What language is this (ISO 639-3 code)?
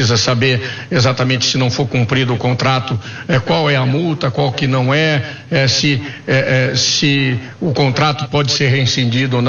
por